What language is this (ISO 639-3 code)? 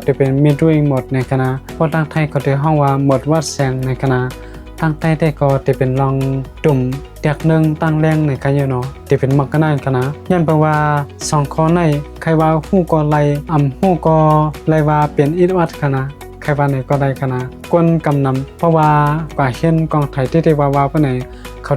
shn